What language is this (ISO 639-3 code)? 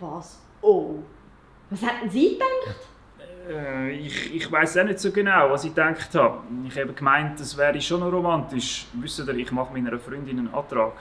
gsw